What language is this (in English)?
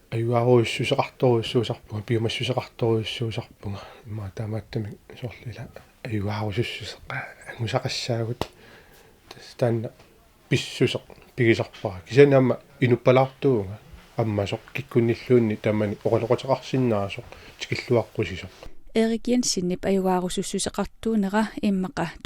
Kalaallisut